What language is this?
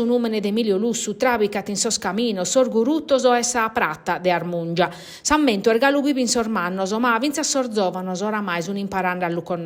Sardinian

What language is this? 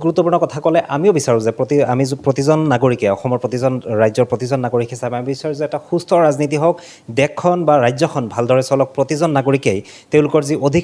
Assamese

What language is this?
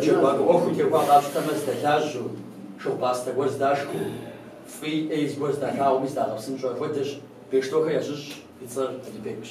Kabardian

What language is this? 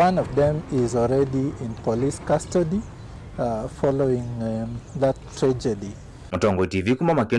Kamba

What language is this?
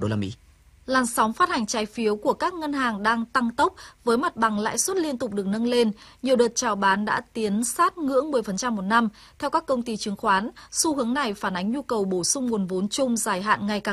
Vietnamese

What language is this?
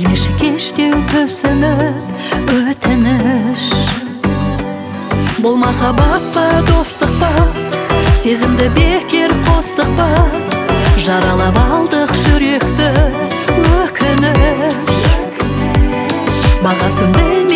Kazakh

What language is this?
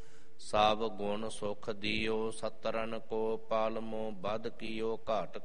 Punjabi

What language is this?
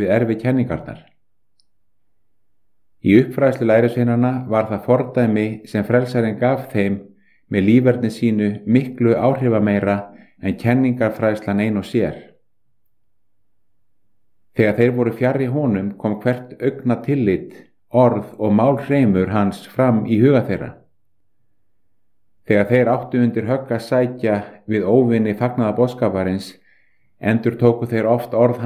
Icelandic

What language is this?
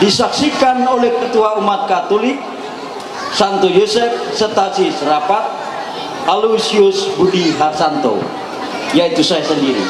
Ma'anyan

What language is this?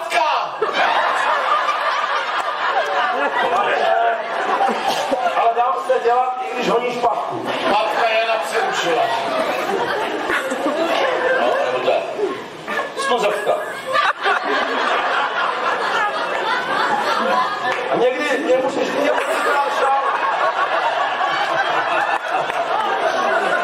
Czech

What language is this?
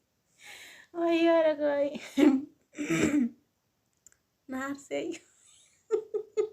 Oromo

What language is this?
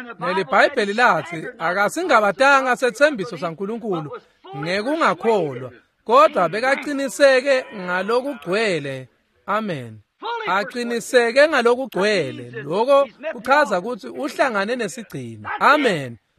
Swati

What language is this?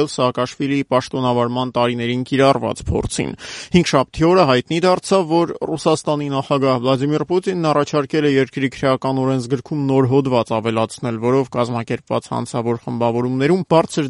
Armenian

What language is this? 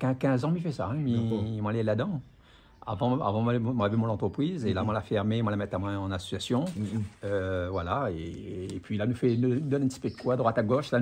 Réunion Creole French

